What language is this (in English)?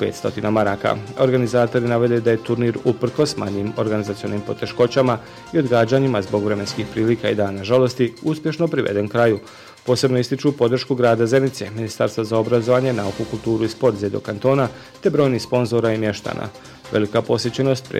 Bosnian